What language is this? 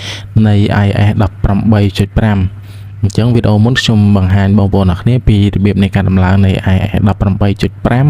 Khmer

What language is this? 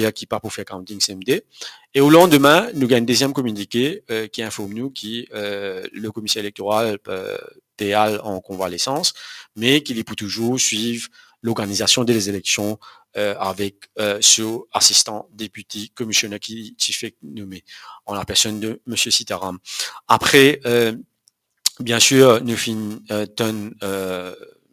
Morisyen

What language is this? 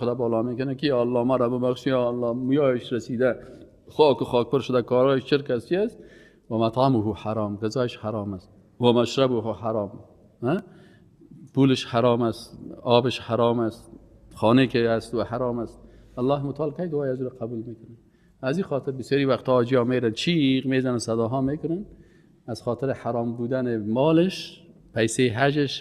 Persian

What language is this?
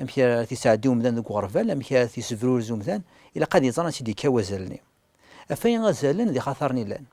Kabyle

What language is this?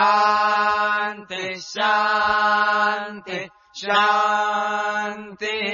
Sanskrit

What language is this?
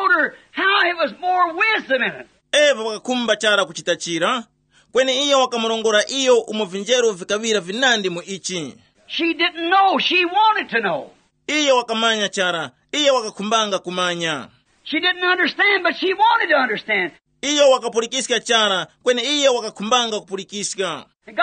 Tumbuka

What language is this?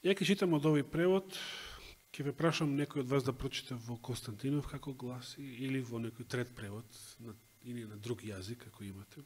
Macedonian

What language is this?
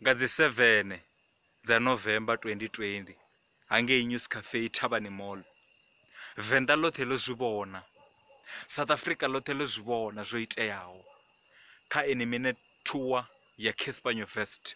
Venda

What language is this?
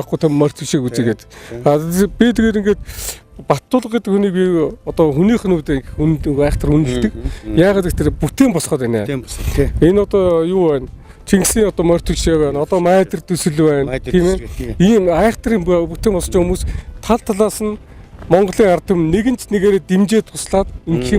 Mongolian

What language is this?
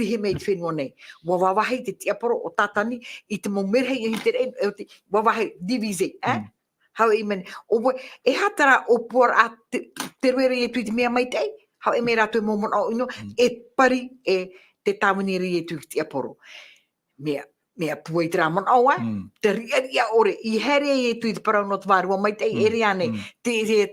Tahitian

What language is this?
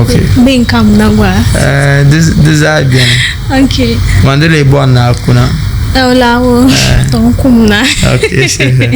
Dagbani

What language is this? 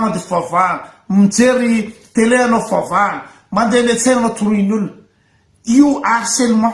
Malagasy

